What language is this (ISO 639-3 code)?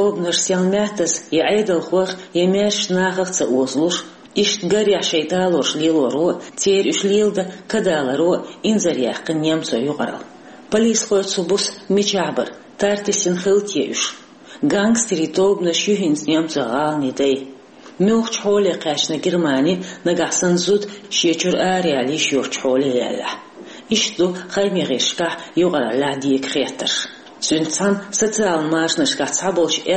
che